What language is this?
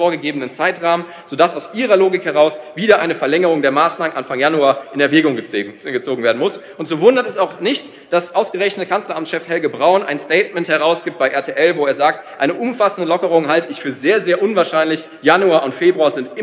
German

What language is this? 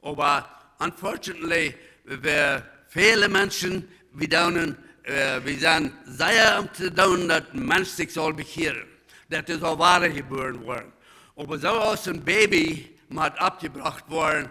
Plautdietsch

